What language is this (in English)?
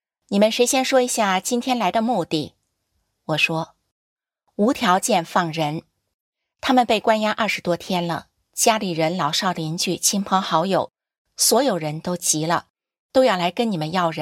Chinese